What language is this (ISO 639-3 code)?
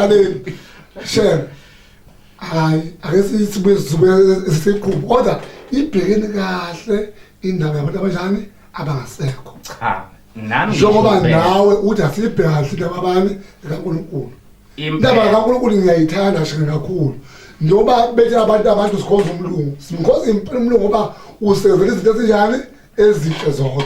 zul